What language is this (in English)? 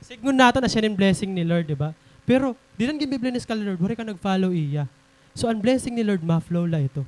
Waray